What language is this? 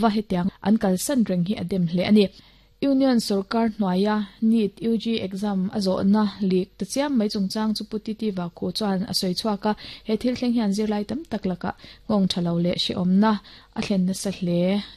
Mizo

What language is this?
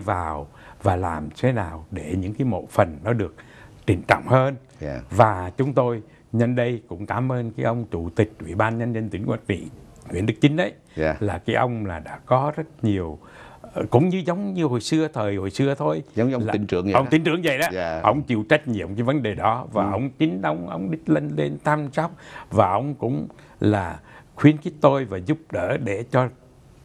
Vietnamese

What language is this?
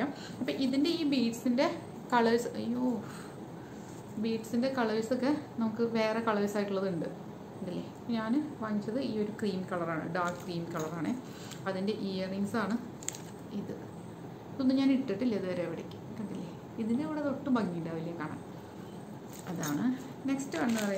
Malayalam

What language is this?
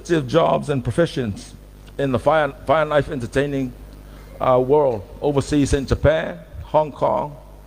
Samoan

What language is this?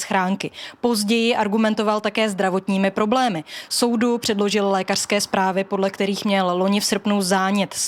Czech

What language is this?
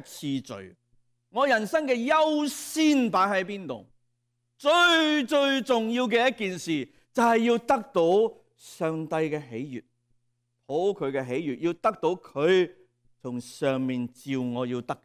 Cantonese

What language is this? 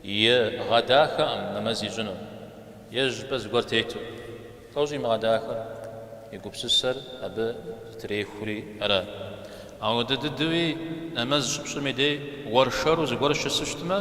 Kabardian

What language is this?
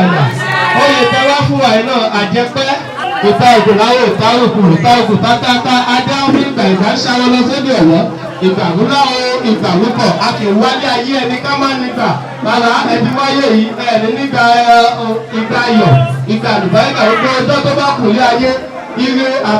Yoruba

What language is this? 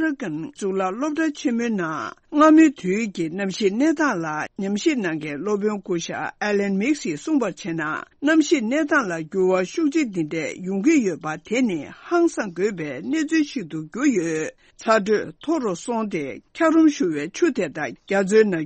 Tibetan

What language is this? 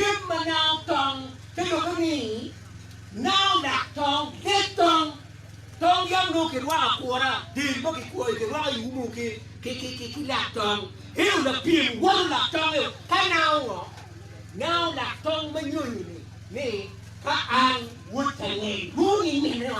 Acoli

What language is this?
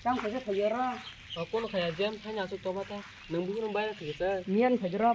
Kok Borok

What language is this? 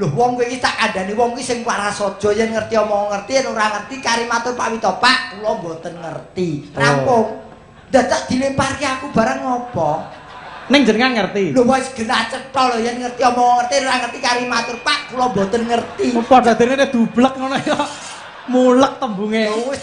Javanese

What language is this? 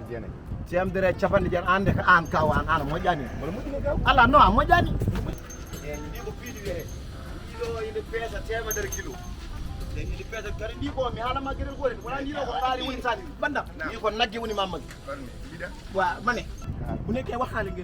Fula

